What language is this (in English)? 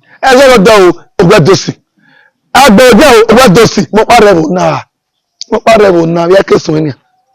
Bini